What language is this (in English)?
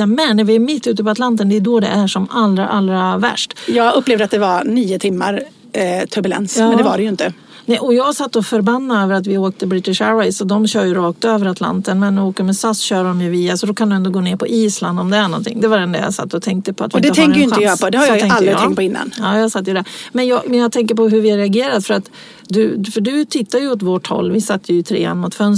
Swedish